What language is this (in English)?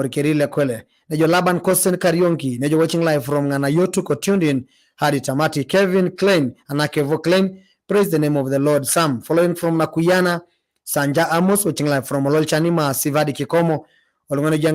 Masai